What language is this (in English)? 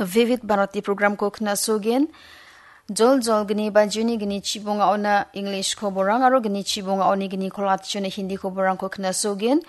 Garo